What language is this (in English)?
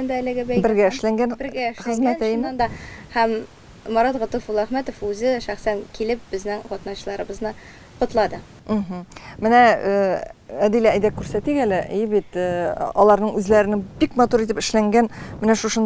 Tatar